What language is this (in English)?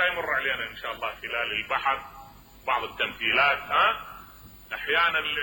Mesopotamian Arabic